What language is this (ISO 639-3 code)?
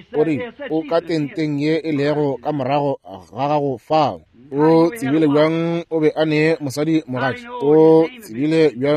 nso